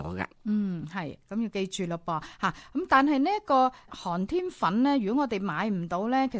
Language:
Cantonese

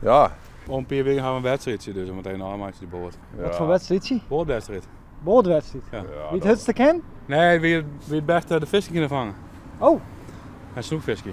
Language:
Western Frisian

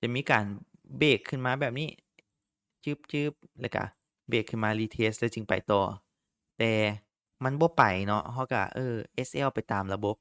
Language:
Lao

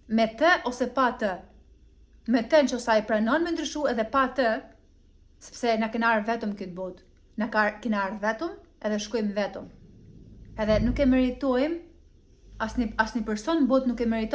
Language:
Albanian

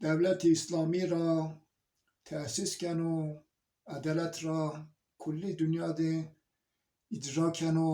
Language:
Zaza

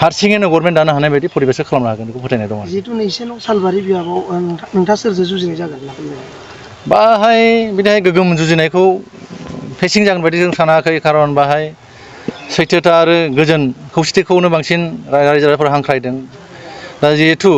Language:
Bodo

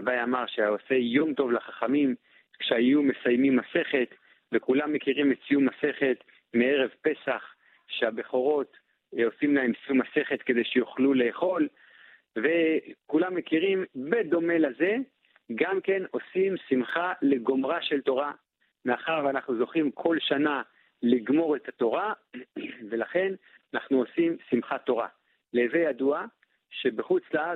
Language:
Hebrew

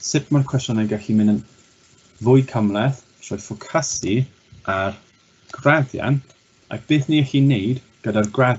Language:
Welsh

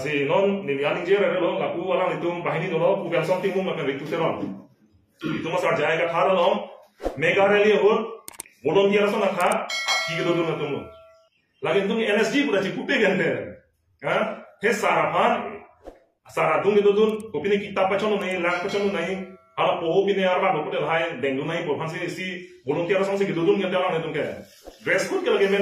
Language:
Karbi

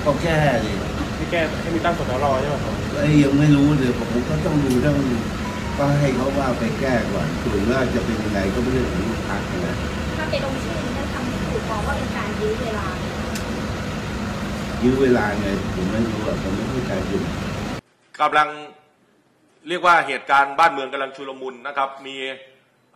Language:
Thai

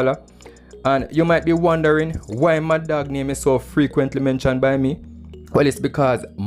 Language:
Jamaican Creole English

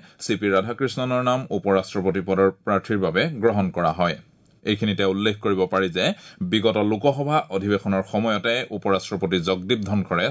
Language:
Assamese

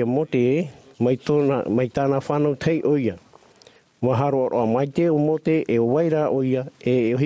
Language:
Tahitian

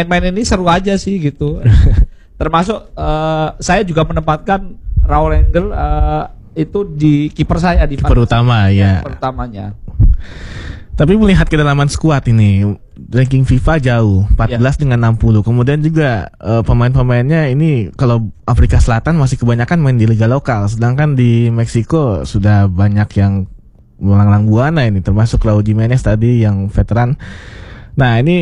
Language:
Indonesian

